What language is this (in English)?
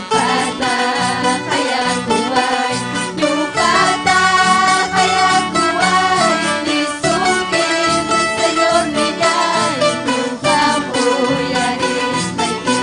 Ayacucho Quechua